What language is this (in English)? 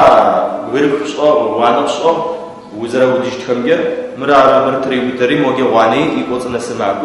Adyghe